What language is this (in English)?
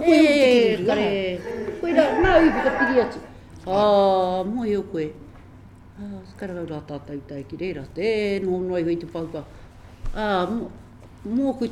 Māori